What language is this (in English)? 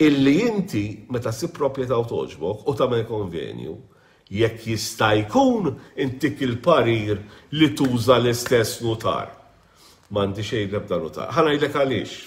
Maltese